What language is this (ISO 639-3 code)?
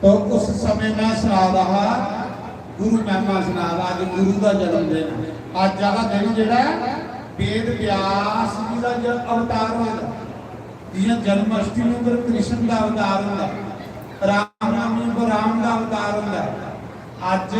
doi